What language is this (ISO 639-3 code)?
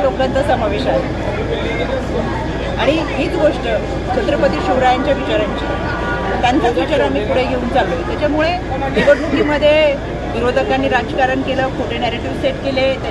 mar